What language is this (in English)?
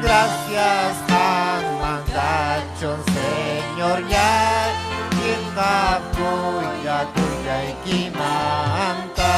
Ayacucho Quechua